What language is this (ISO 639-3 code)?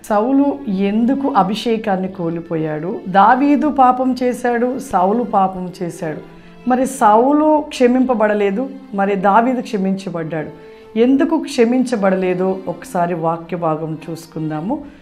tel